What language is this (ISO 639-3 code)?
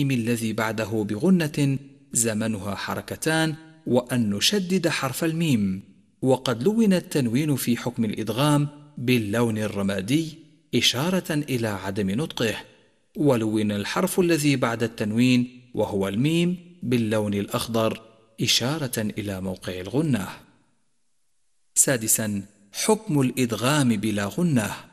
ara